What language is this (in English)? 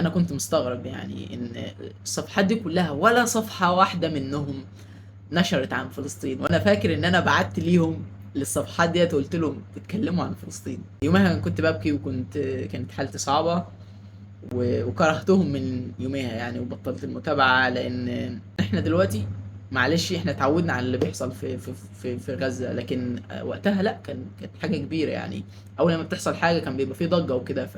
Egyptian Arabic